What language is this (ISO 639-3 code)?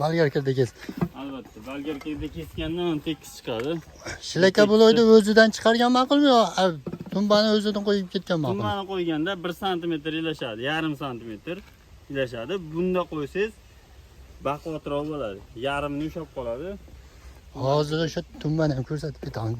uzb